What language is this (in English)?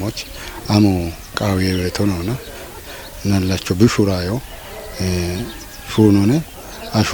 Kafa